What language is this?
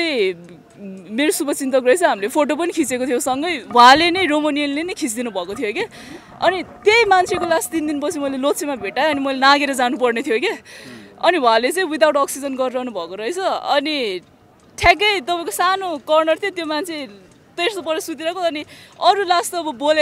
Nepali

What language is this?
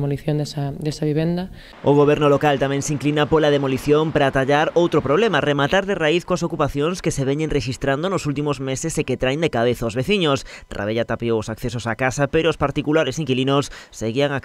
Galician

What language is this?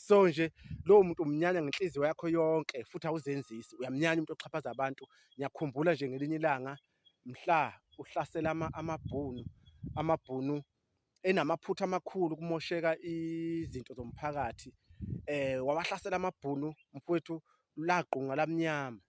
Zulu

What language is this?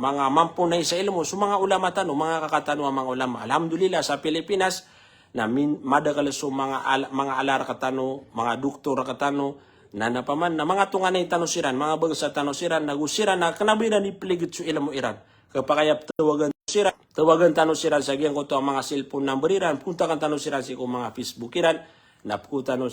Maranao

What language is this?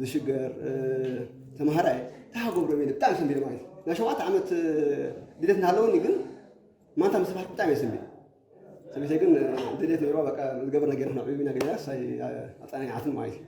Tigrinya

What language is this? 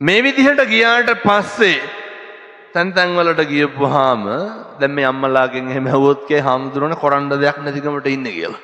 Sinhala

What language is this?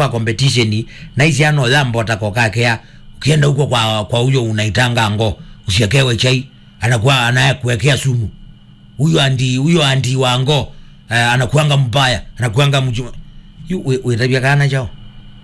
Kamba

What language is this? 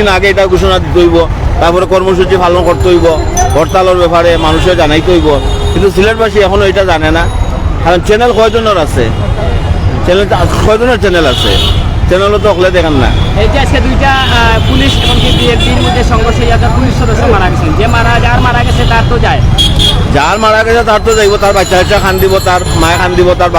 Sylheti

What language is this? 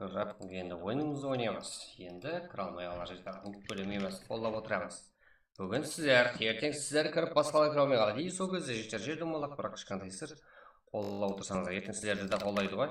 Kara-Kalpak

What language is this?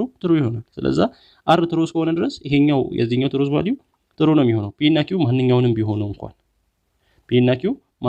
Amharic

